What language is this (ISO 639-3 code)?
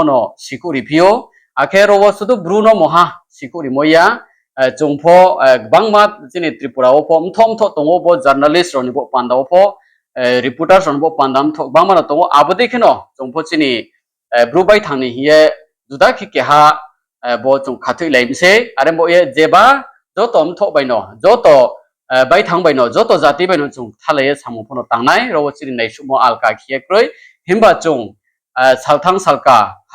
ria